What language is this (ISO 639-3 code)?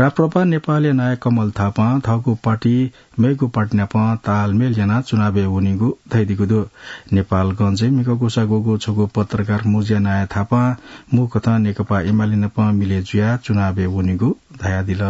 new